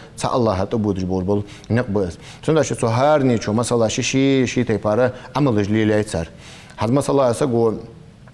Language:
Ingush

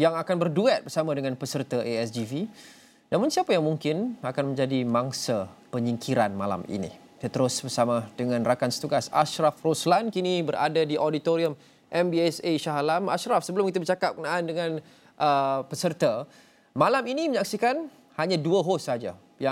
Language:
Malay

